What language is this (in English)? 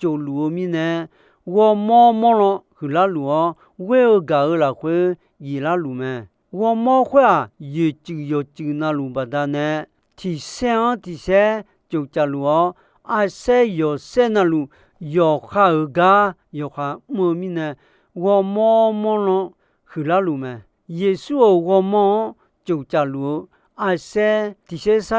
Akha